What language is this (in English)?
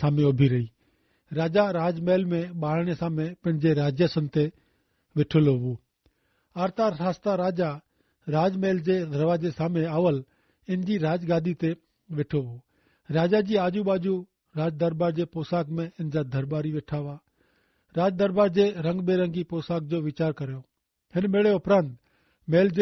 Kachhi